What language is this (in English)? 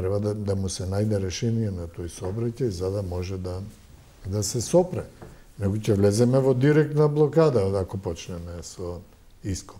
Macedonian